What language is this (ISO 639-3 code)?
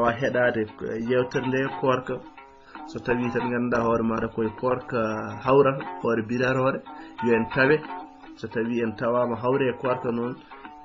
ful